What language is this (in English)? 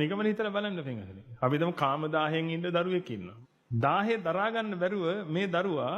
Sinhala